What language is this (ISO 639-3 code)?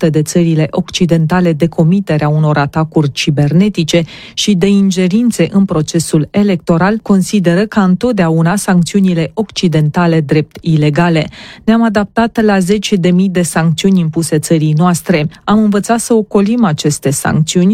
ron